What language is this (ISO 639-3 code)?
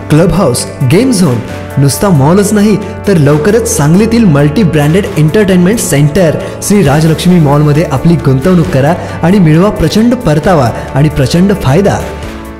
mar